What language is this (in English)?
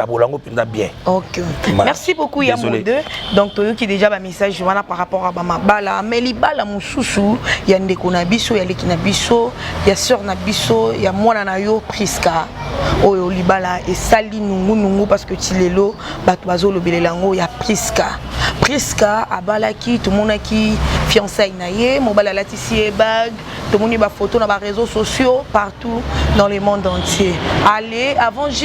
Lingala